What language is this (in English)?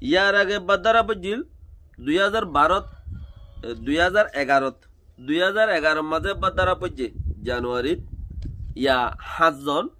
Rohingya